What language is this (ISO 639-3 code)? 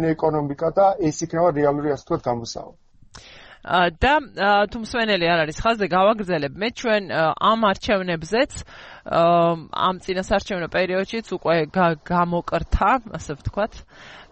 kat